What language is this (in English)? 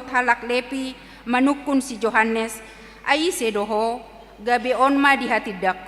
Batak Toba